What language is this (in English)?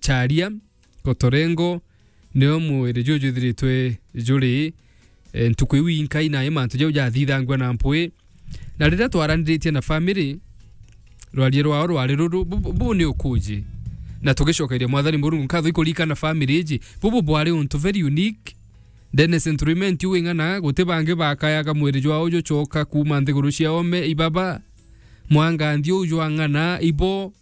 Meru